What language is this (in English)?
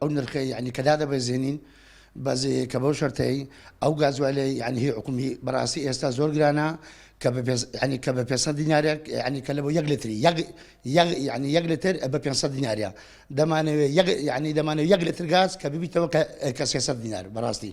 Central Kurdish